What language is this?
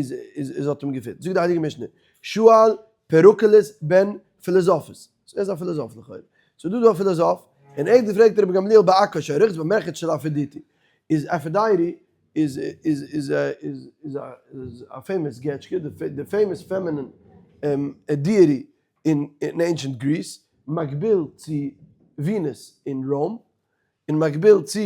Yiddish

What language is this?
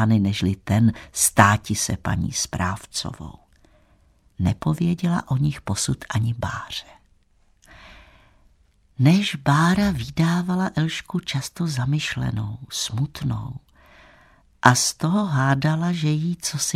Czech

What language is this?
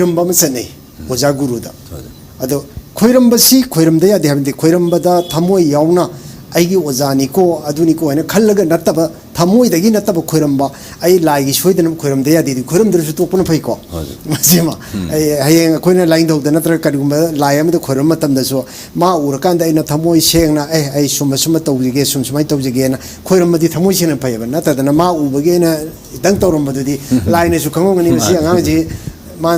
Manipuri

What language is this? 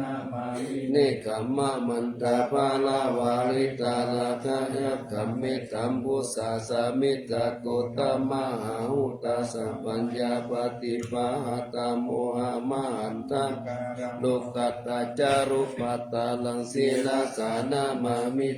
Pali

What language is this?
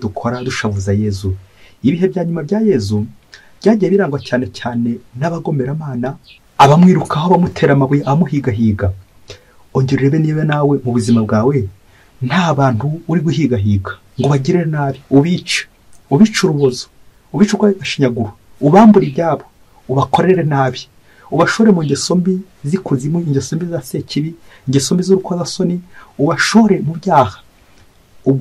Kinyarwanda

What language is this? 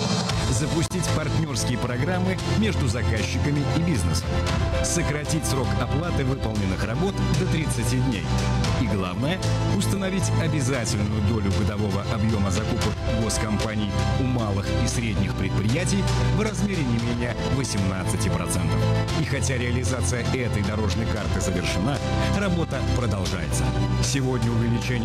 Russian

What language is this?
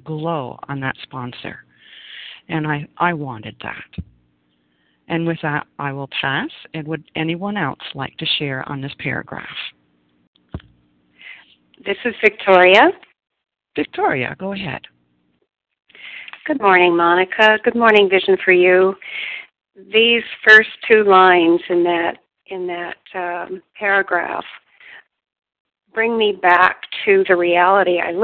English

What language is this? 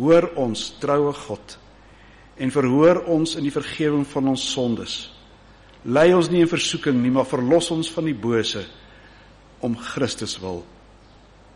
Afrikaans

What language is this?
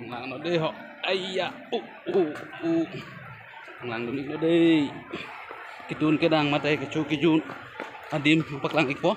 Karbi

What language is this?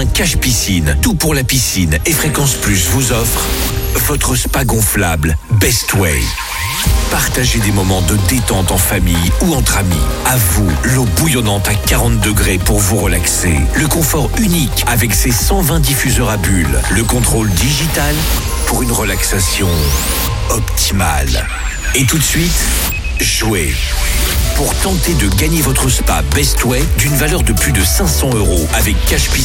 French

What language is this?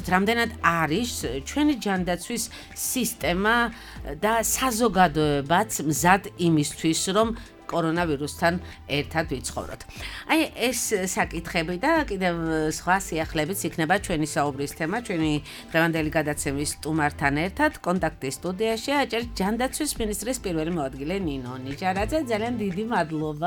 Georgian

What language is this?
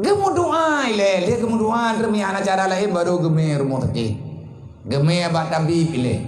Achinese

